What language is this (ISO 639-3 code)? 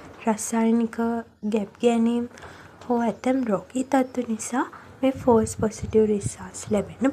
sin